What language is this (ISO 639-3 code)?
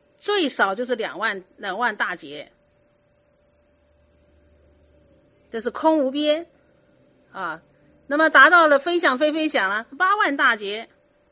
zho